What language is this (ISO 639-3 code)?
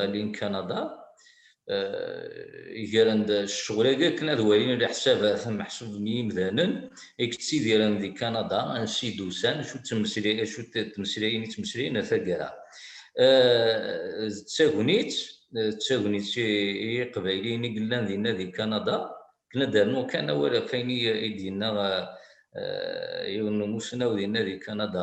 kab